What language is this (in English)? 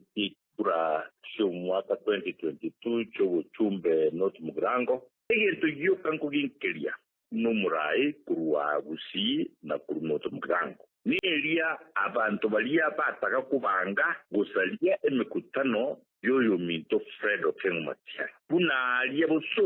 Gusii